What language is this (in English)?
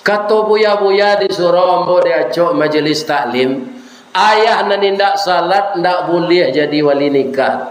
Minangkabau